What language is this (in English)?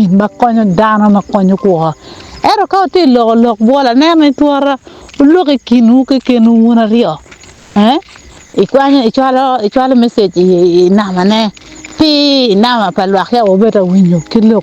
Acoli